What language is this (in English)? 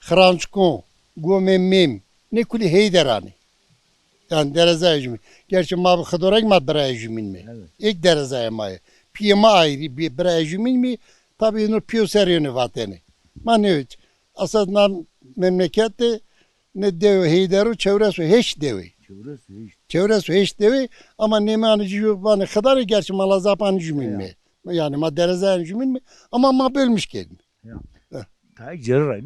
Zaza